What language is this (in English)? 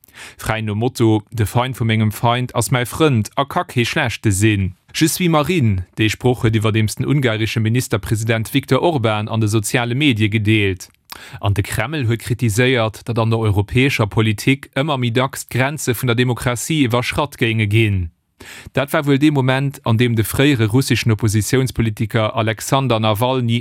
Luxembourgish